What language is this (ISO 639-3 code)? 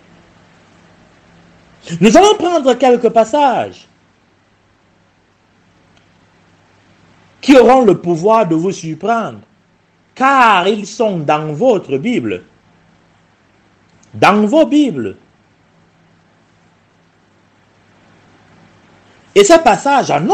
fra